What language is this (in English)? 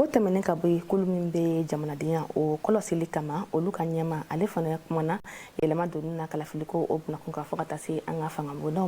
Bambara